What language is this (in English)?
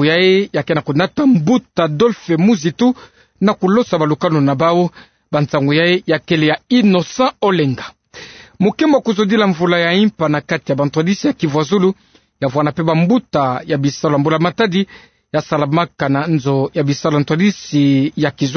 Kituba (Democratic Republic of Congo)